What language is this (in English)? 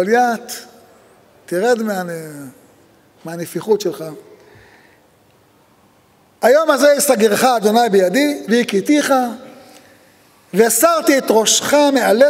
Hebrew